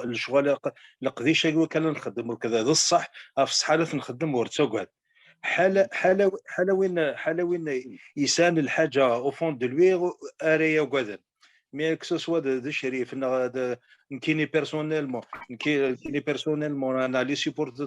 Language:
Kabyle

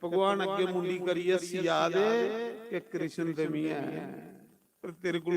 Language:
Dogri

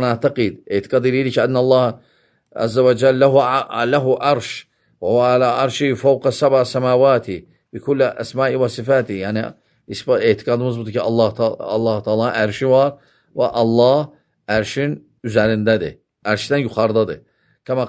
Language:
Azerbaijani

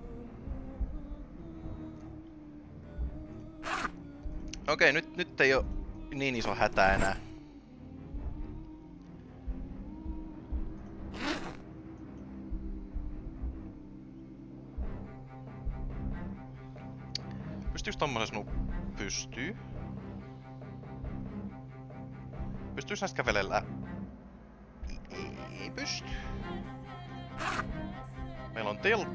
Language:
Finnish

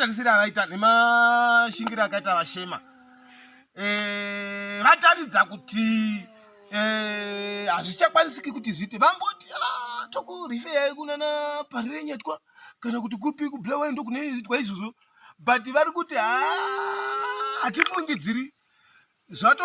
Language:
Shona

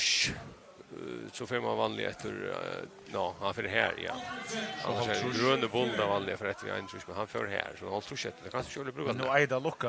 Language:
Faroese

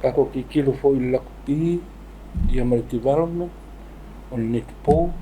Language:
Samoan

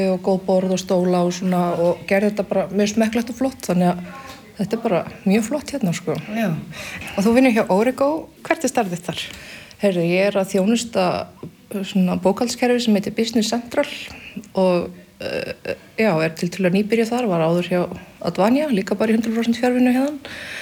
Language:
Icelandic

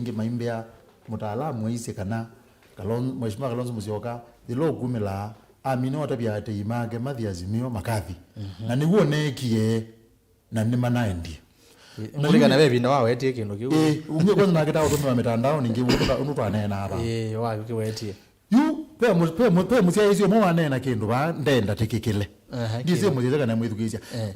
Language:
Kamba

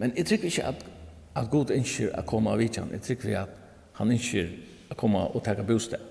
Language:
Faroese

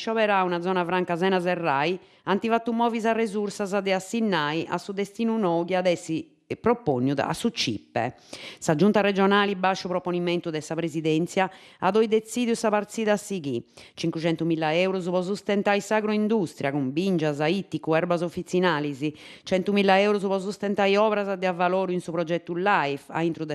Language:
Sardinian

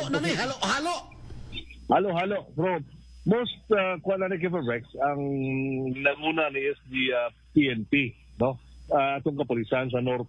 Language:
Cebuano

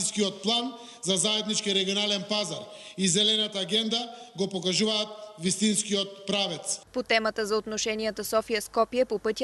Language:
Bulgarian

